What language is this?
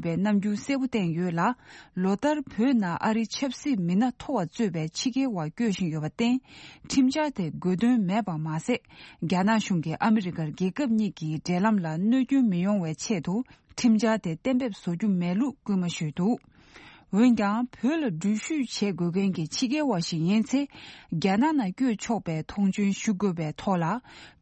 Tibetan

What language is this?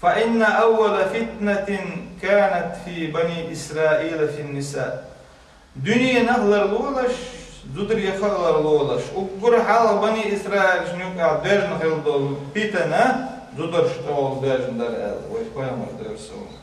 Chechen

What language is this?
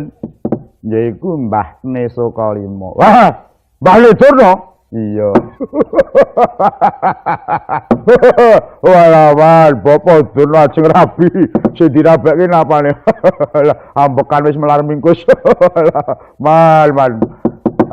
Javanese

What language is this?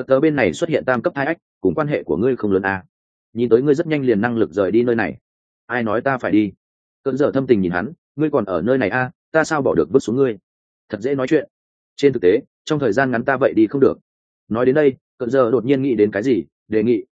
Vietnamese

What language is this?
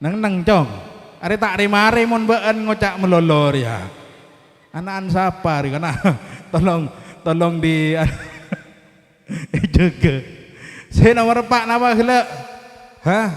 Madurese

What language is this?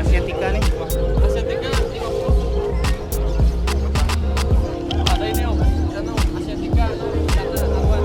Banjar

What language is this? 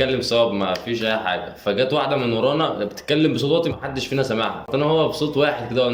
Egyptian Arabic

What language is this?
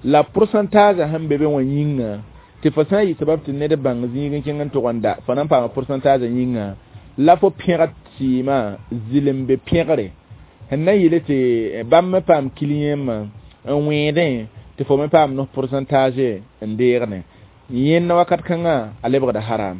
Mossi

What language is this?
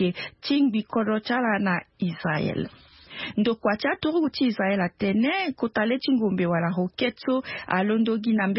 Sango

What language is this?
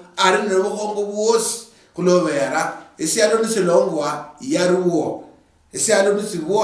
Luyia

